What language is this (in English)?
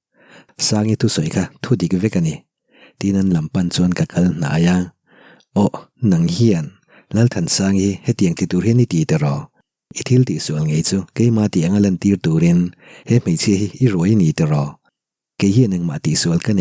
Mizo